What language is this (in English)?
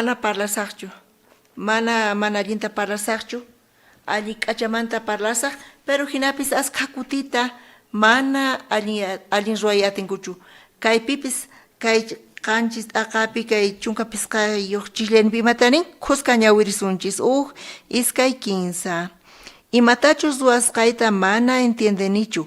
South Bolivian Quechua